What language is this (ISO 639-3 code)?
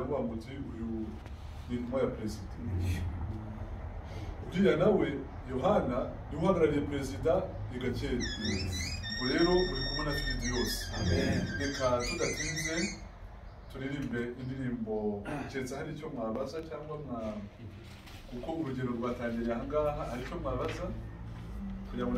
kin